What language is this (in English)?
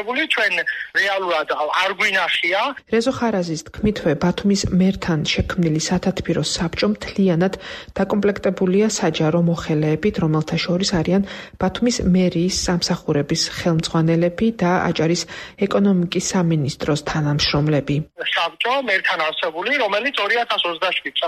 Georgian